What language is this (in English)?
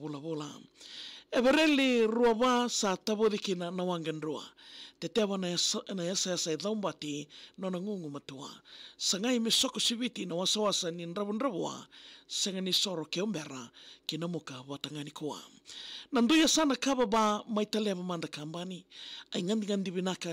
Fijian